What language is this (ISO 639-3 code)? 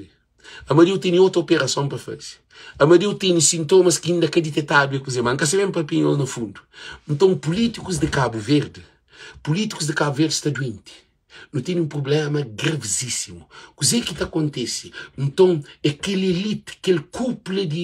kea